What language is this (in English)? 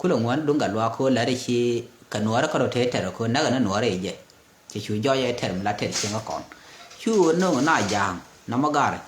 Nuer